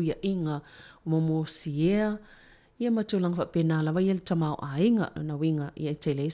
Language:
Samoan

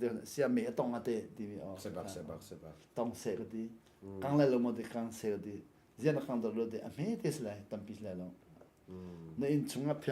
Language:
Hakha Chin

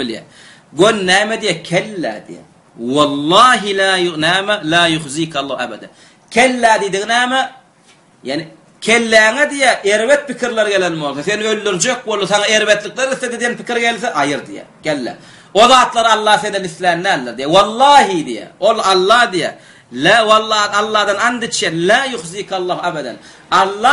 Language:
Turkmen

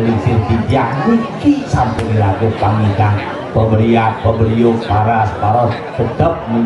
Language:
Balinese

